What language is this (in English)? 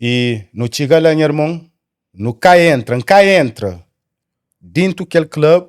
Kabuverdianu